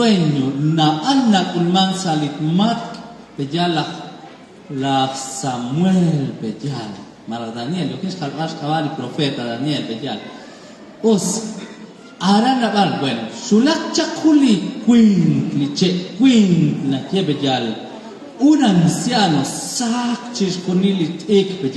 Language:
Kekchí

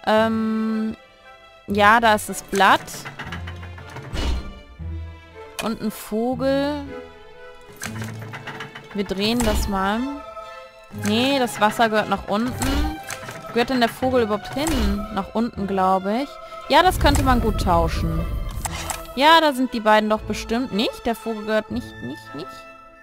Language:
German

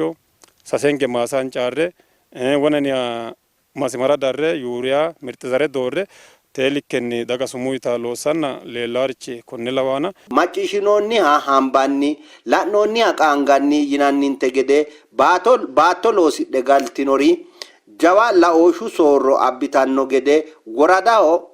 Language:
Sidamo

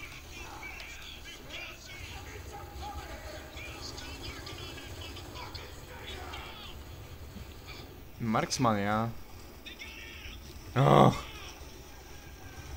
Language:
Polish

